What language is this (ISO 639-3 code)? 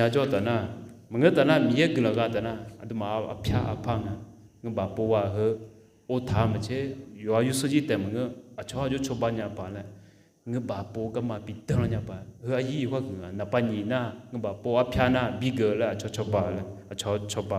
ahk